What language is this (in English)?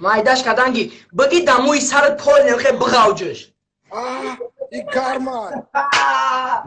Tajik